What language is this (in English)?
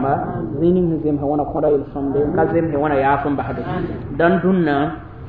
Mossi